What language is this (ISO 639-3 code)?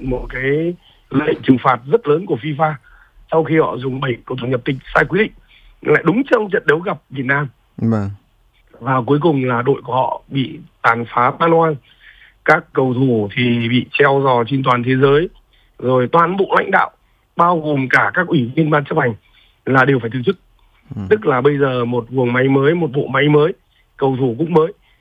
vie